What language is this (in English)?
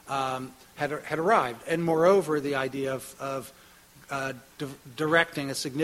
English